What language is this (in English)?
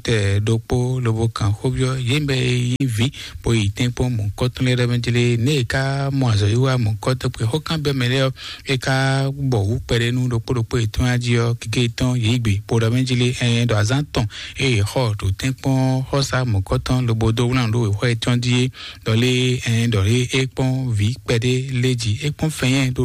Fon